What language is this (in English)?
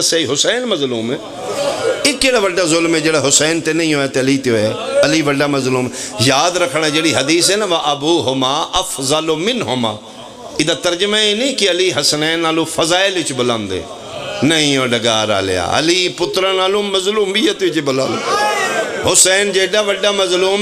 Pahari-Potwari